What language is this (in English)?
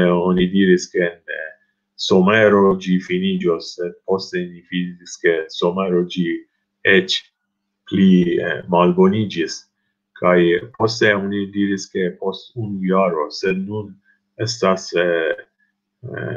Esperanto